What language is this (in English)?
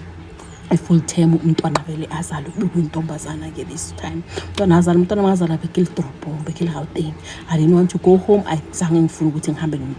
Zulu